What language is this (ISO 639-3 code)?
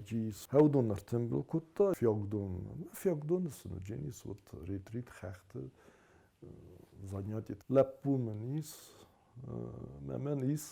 oss